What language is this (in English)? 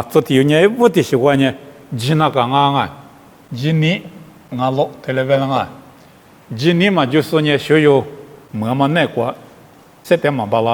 Lisu